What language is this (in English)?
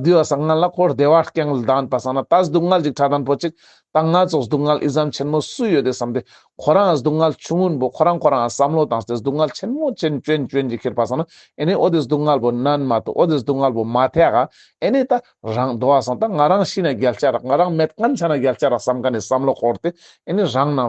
Ladakhi